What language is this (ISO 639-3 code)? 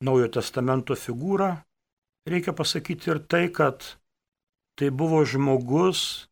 lit